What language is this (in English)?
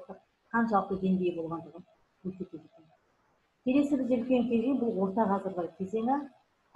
Kazakh